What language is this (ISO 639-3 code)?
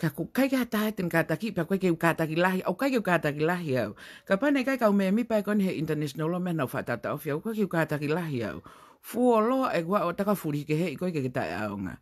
ton